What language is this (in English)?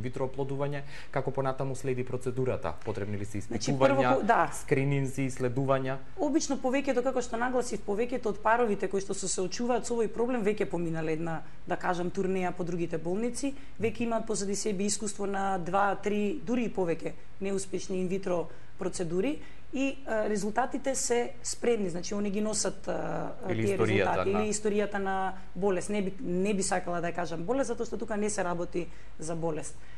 Macedonian